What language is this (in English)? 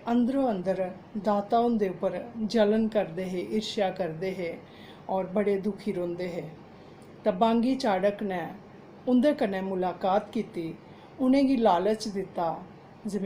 Dogri